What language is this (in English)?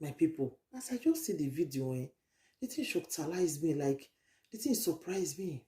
Nigerian Pidgin